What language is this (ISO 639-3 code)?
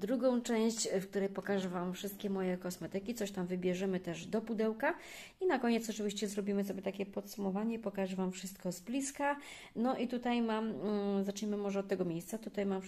pol